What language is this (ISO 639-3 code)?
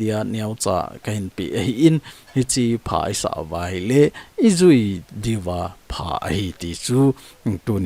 tcz